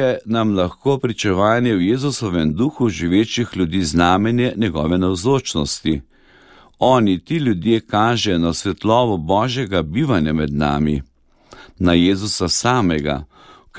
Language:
Slovenian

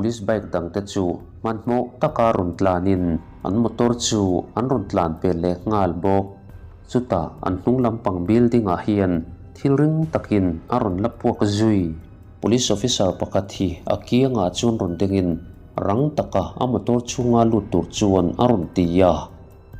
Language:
Mizo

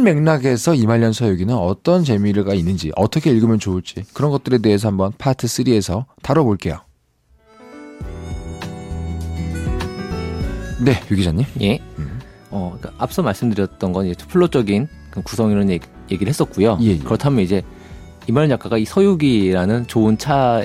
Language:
Korean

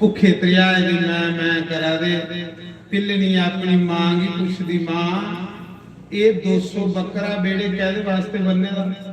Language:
Dogri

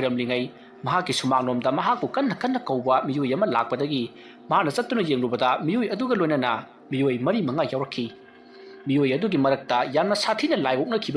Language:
Manipuri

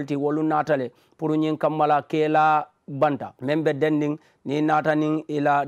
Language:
Mandingo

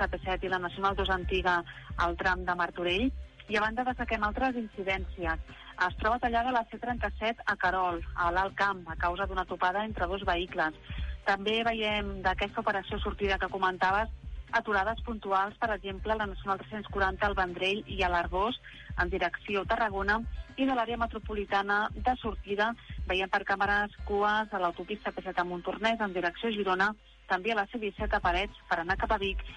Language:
Catalan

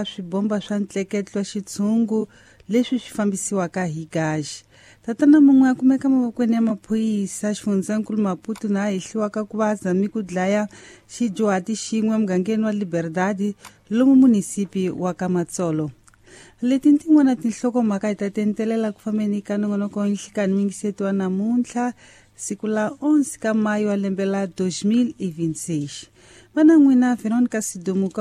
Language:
Tsonga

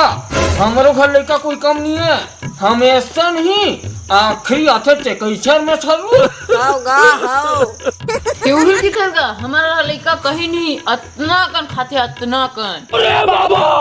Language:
Chhattisgarhi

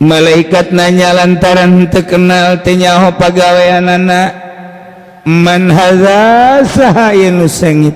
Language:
Sundanese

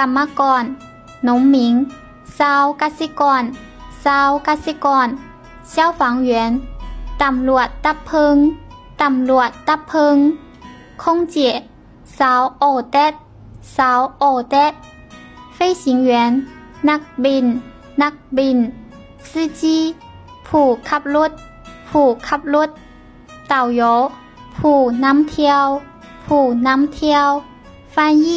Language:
Lao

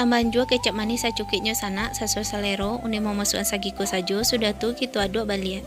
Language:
Minangkabau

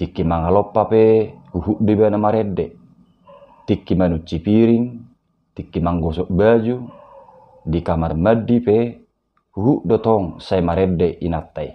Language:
Batak Toba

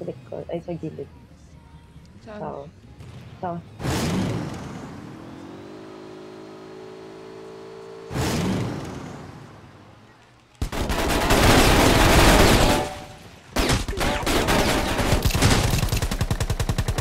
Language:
Filipino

